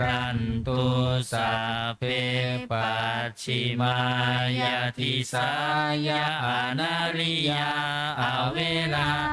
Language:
Pali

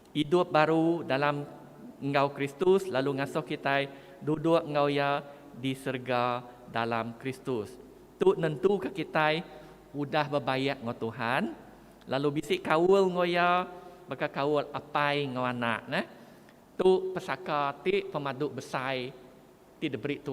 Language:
Iban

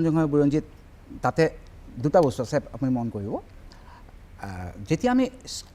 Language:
Assamese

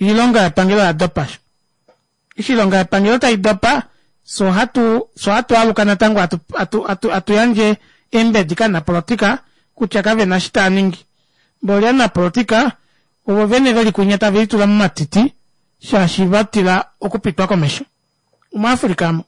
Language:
Kuanyama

